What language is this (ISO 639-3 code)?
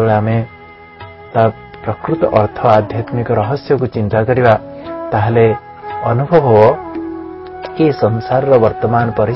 ori